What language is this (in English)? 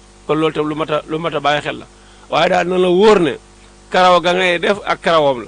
Wolof